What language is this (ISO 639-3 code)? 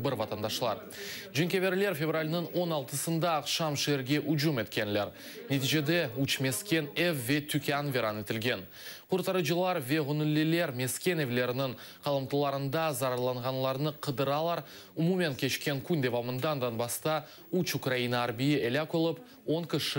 crh